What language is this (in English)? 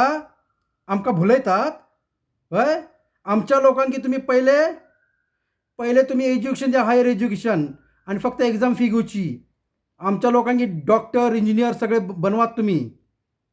Konkani